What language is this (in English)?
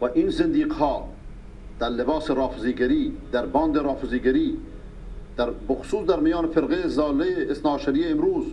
Persian